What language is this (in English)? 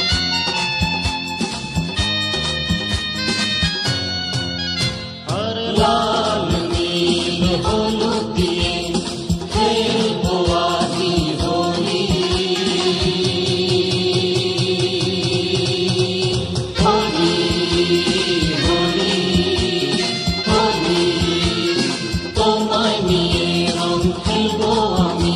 Bangla